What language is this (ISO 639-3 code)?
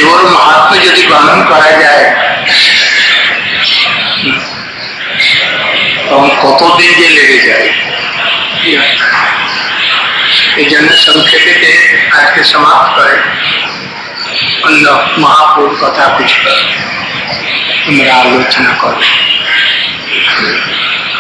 ben